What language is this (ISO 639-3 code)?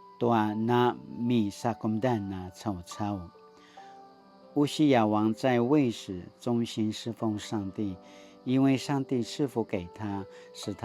pwn